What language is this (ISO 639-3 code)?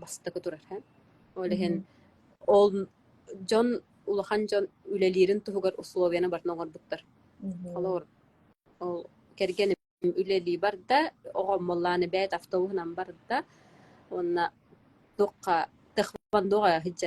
sah